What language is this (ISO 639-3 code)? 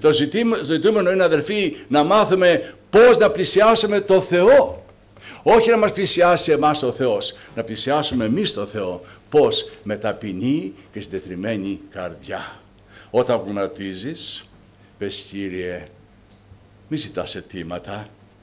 ell